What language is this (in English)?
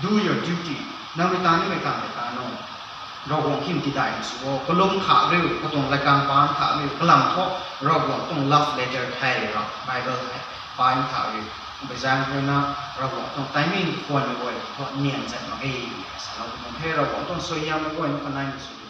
Rongmei Naga